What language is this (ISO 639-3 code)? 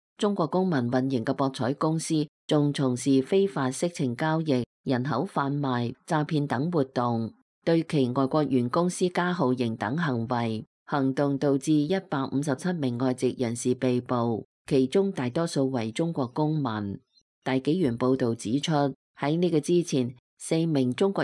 yue